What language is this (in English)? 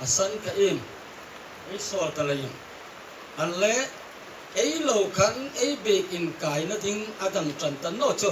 Hmar